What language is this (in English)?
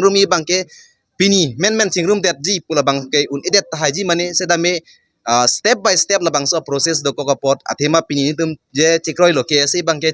Karbi